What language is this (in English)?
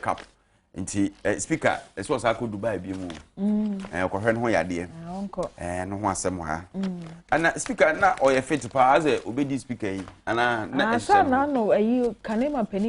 Akan